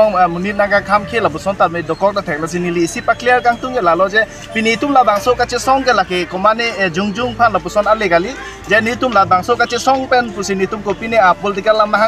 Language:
Karbi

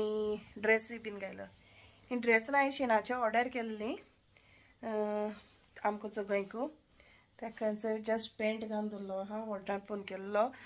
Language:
Konkani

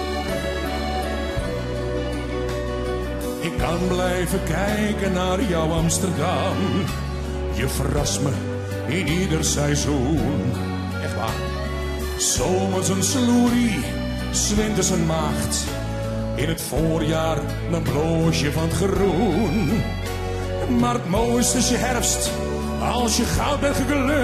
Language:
Dutch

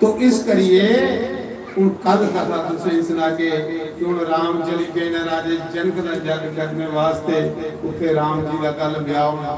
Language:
Dogri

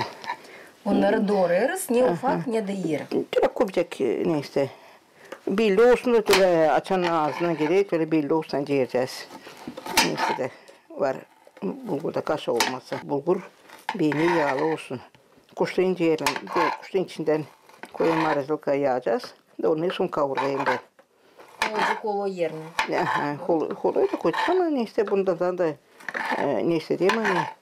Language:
Gagauz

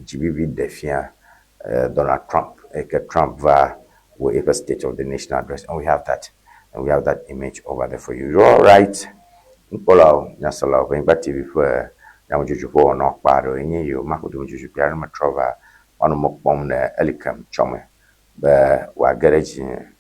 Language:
Ewe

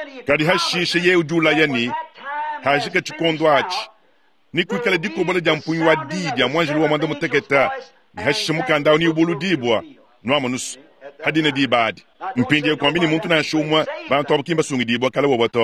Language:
Luba-Lulua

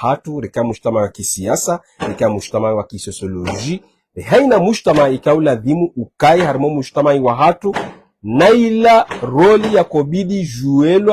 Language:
Ngazidja Comorian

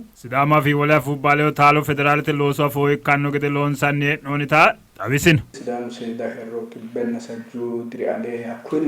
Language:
Sidamo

